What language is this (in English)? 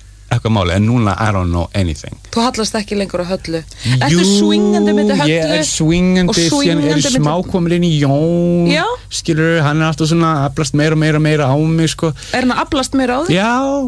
Icelandic